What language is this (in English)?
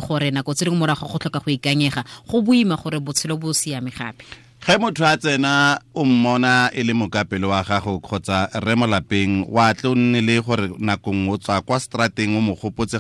Tswana